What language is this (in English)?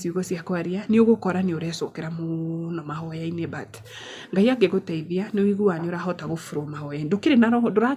Kikuyu